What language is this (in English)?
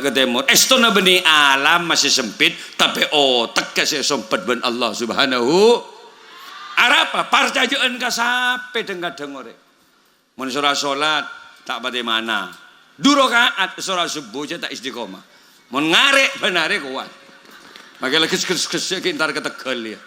Madurese